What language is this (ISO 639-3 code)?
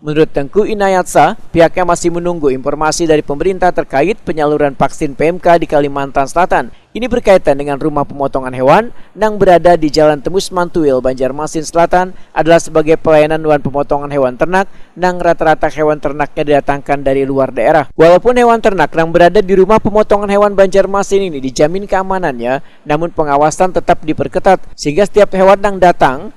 bjn